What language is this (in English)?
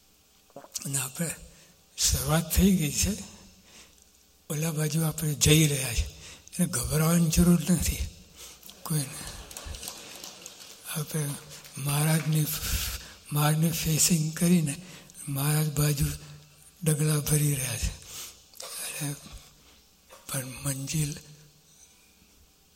Gujarati